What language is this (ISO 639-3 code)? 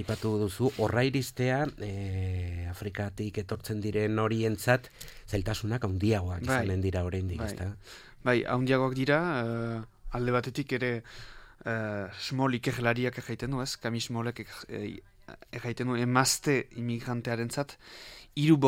eus